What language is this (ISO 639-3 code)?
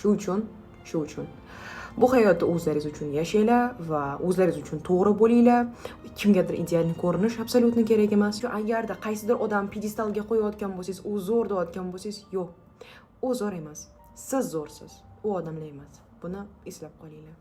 uzb